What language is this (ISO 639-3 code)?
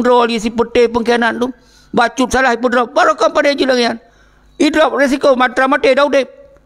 ace